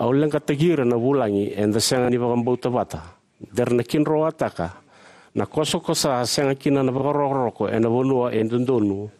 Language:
Fijian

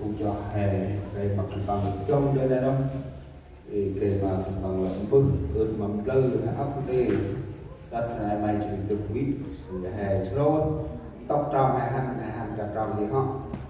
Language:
Central Mnong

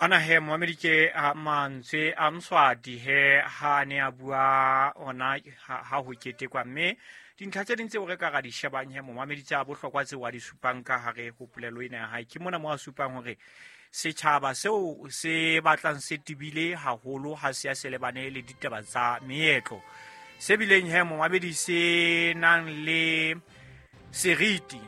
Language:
Southern Sotho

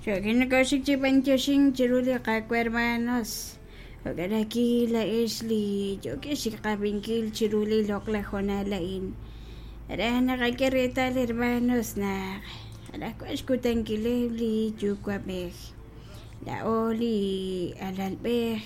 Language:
Kekchí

